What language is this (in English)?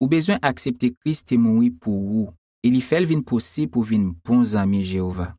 Haitian Creole